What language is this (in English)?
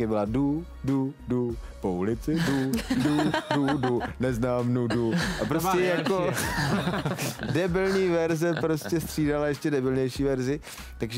Czech